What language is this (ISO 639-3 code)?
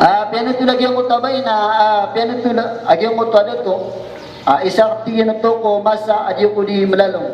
mrw